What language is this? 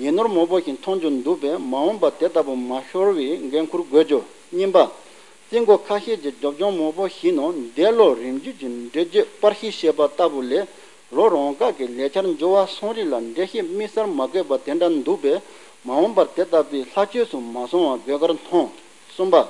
Tibetan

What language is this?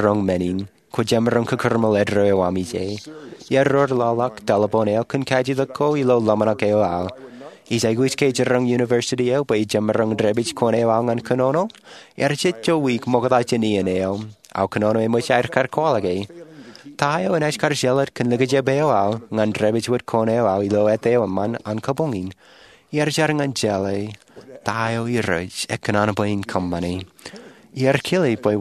Marshallese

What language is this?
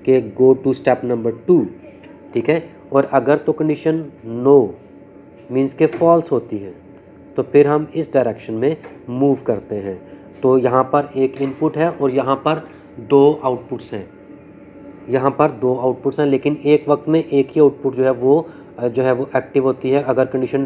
Hindi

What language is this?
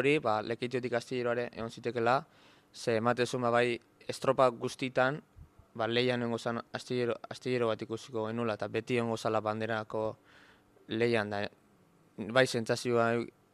Basque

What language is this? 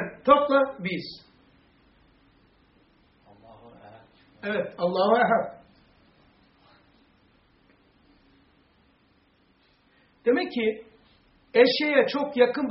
Turkish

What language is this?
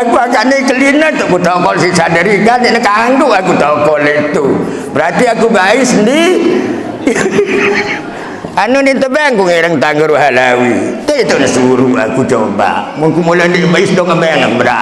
Sasak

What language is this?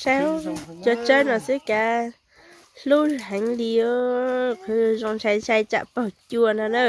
Hmong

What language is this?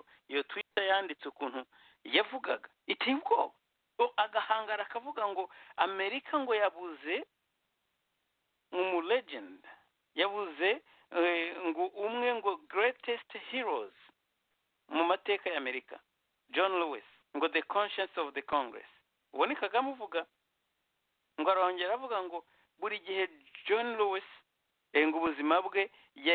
Kinyarwanda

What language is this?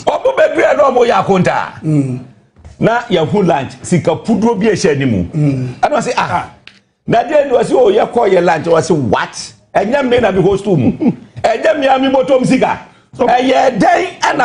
Akan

